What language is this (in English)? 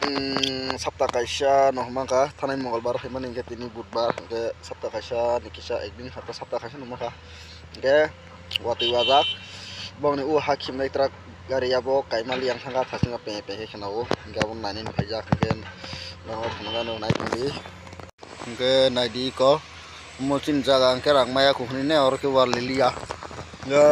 Kok Borok